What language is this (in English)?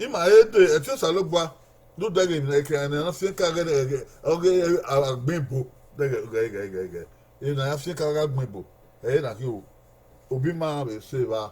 Bini